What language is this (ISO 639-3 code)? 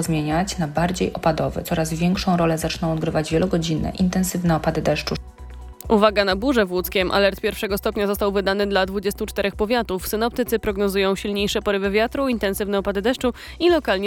pol